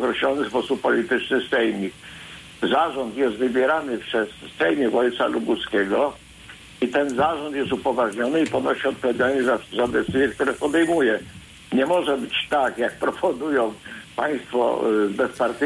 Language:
Polish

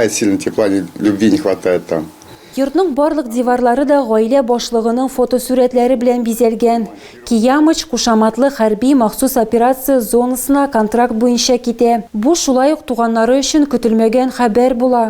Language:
Tatar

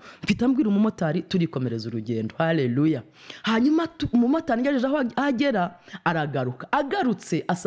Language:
Kinyarwanda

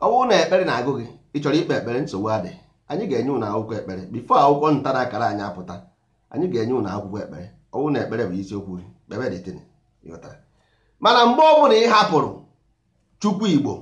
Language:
Igbo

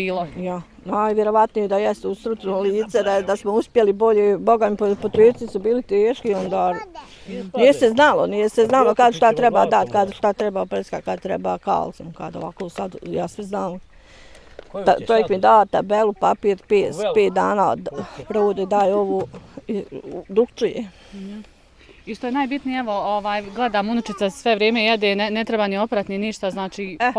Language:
Bosnian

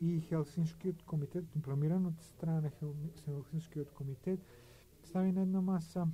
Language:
Macedonian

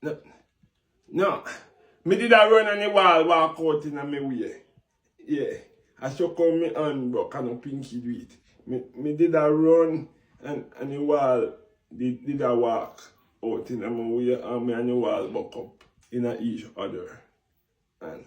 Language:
Jamaican Creole English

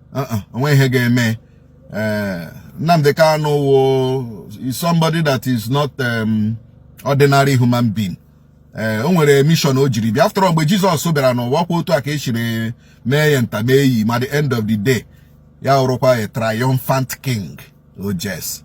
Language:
Igbo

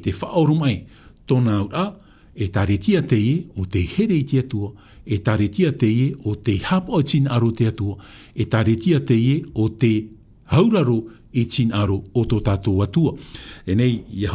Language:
Tahitian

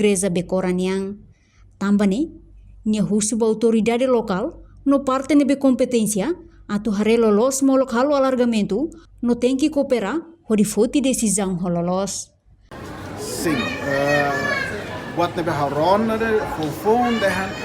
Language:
Tetum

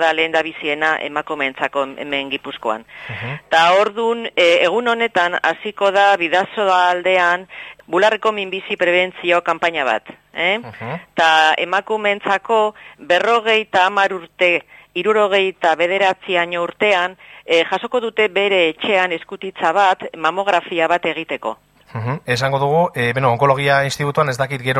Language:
Basque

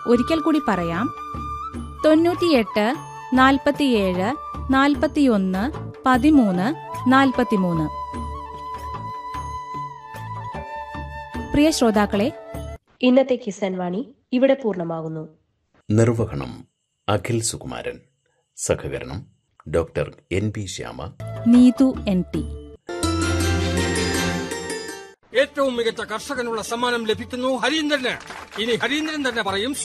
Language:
Malayalam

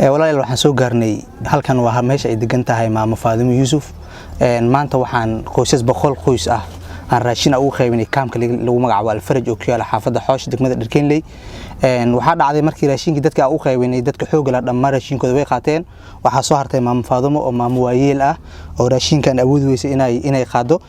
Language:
Somali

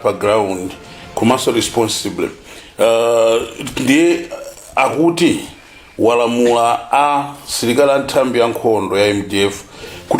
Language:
Nyanja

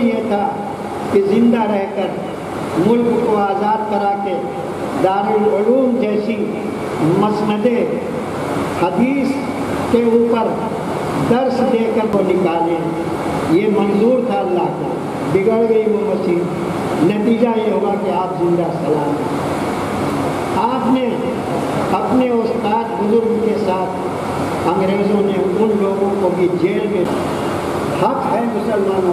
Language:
Urdu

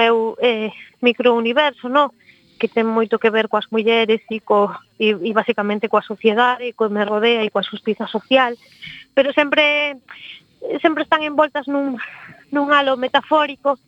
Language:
Galician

